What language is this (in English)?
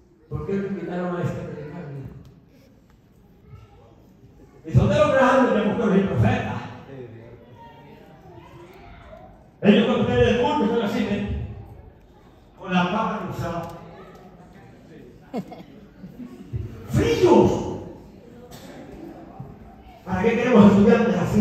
Spanish